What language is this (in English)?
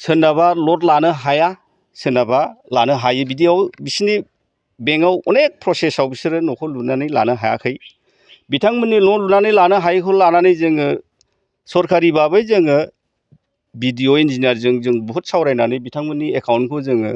Bodo